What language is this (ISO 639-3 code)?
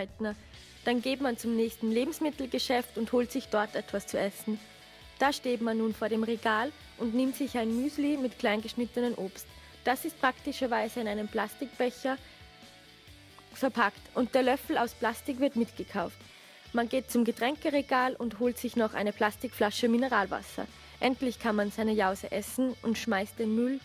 deu